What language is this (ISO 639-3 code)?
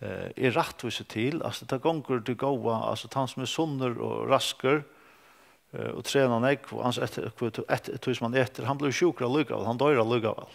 fao